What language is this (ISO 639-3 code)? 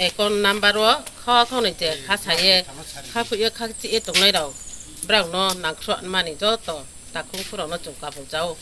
ria